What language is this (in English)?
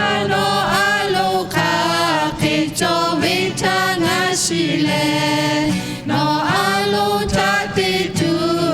Lahu